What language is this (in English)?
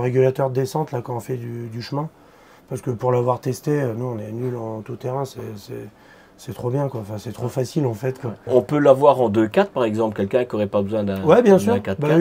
French